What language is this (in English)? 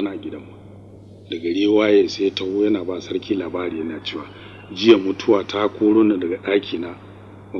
Hausa